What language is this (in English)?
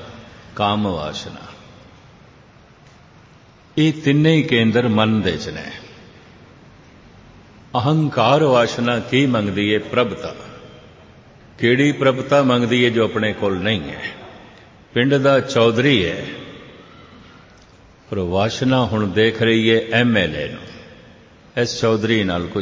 Punjabi